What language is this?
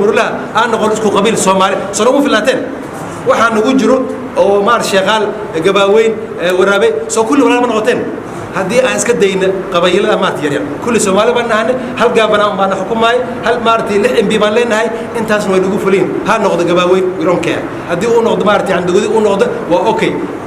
Somali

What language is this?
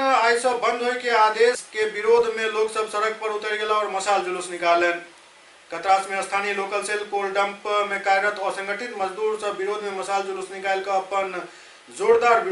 Maithili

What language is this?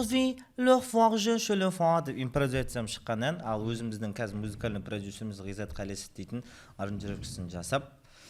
Kazakh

